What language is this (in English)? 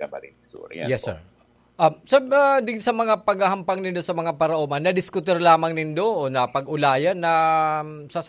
Bikol